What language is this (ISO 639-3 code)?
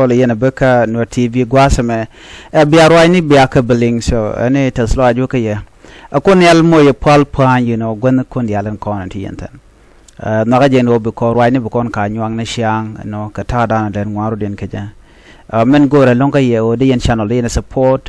nus